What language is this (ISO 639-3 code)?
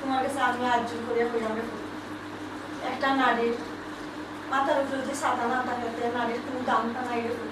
syl